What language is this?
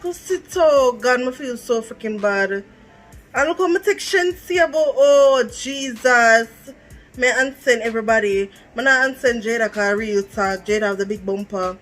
Jamaican Creole English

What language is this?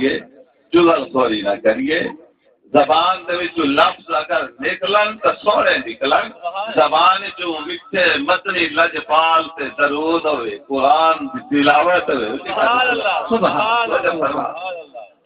Saraiki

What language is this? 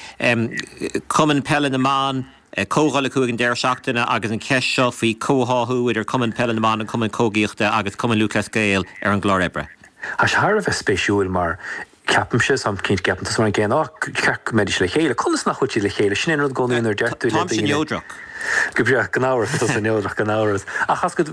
Irish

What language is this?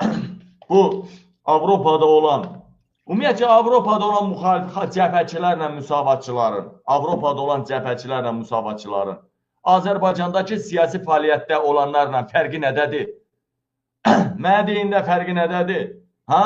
Azerbaijani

